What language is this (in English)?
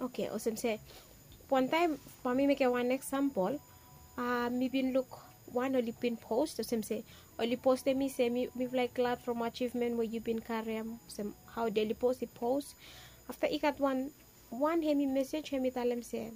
Bislama